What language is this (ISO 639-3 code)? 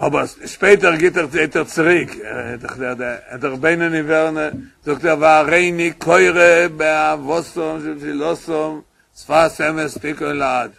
yid